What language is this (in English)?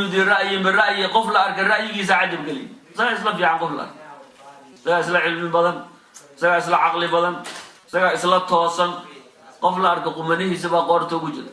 Somali